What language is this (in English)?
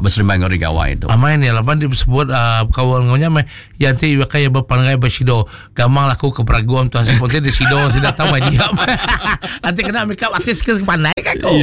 Iban